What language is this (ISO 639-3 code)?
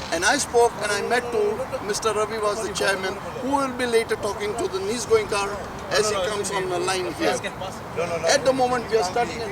kok